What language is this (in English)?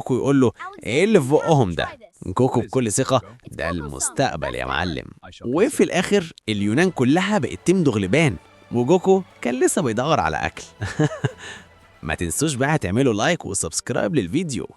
Egyptian Arabic